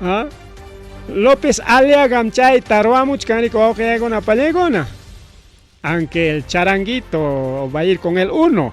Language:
Ayacucho Quechua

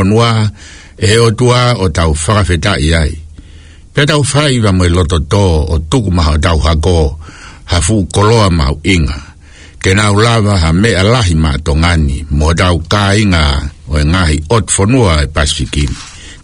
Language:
Tongan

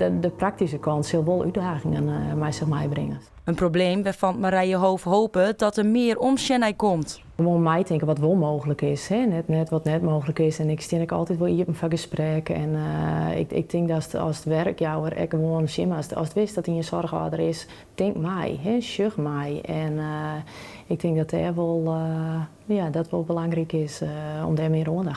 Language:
Western Frisian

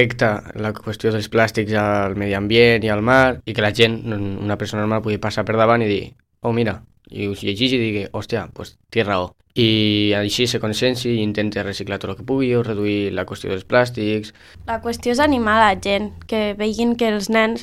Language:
Catalan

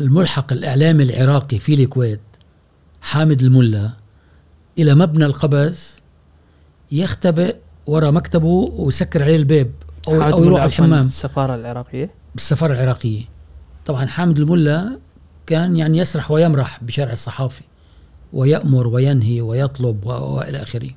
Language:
Gulf Arabic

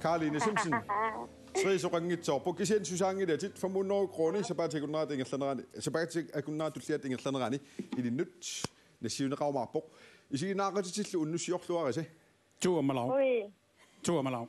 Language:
Kalaallisut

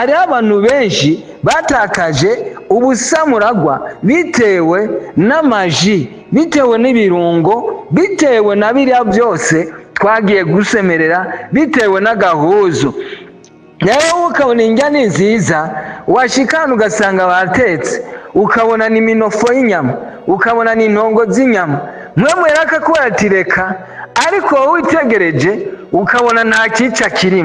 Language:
Rundi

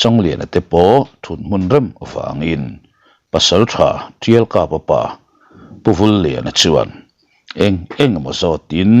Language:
Mizo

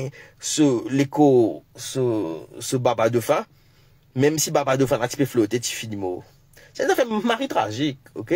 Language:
Morisyen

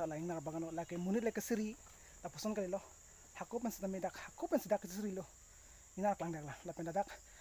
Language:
Karbi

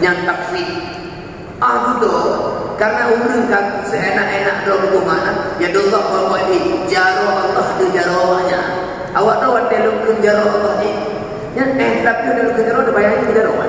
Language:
Achinese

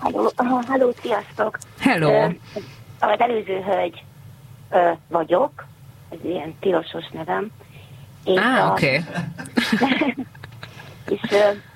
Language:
Hungarian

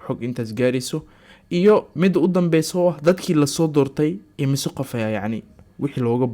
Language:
Somali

